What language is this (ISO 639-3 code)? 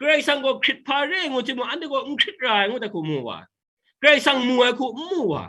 kac